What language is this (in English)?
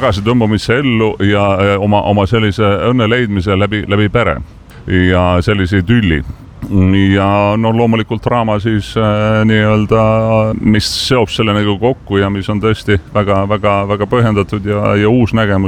Estonian